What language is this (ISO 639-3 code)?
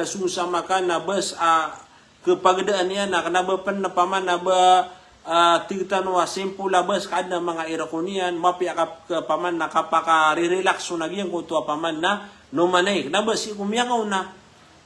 mrw